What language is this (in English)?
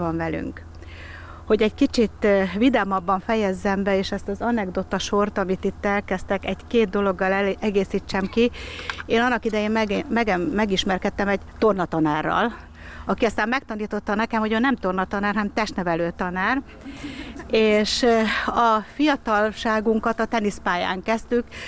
Hungarian